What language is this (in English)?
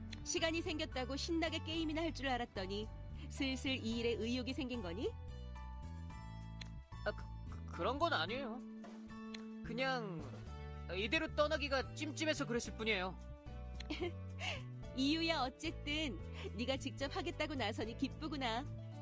Korean